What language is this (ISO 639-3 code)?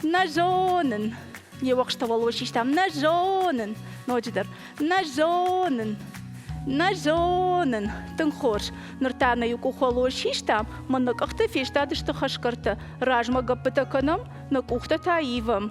oss